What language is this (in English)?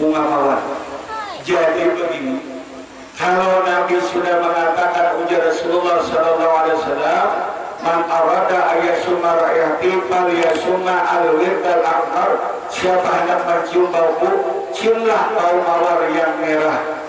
Banjar